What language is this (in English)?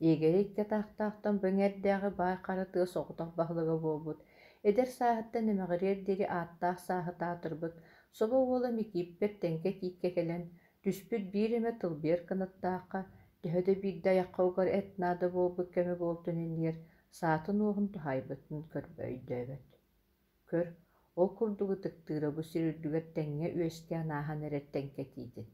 Yakut